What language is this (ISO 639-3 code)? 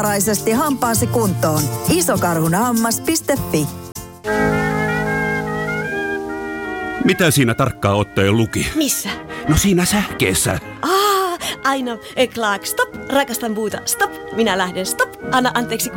fin